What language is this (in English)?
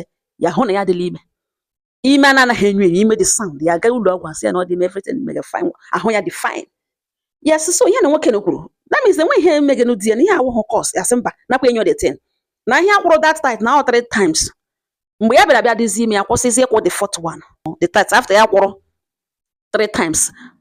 Igbo